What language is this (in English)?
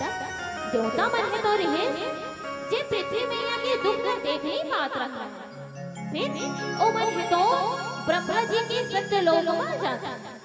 Chhattisgarhi